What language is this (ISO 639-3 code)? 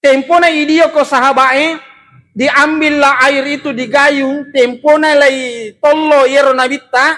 bug